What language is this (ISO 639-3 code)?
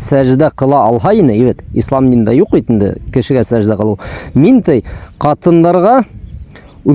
bak